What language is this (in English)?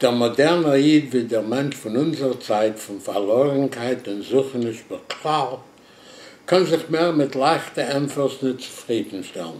Yiddish